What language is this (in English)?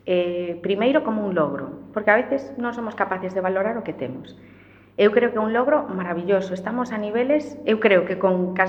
Galician